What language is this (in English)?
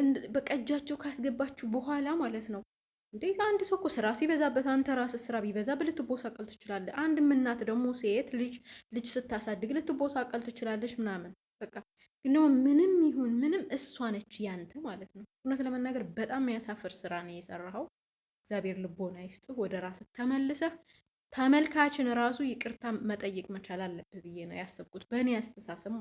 Amharic